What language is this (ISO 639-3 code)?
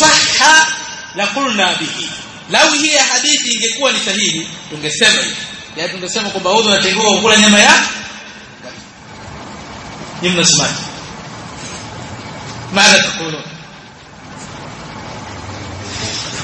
swa